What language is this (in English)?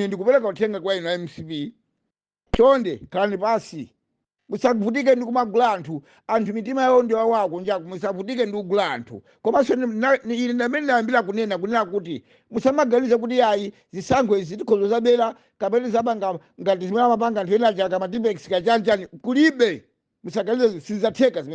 Nyanja